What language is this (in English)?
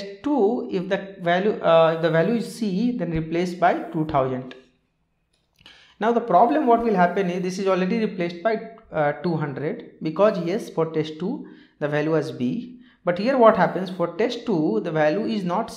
English